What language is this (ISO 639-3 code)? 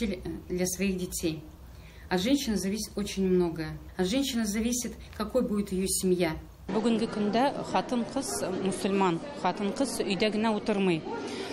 tat